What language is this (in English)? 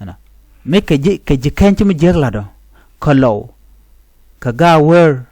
Nuer